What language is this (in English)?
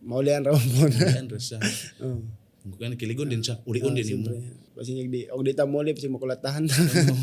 Cebuano